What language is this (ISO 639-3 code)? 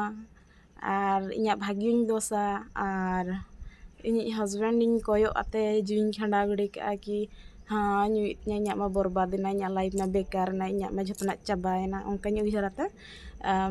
sat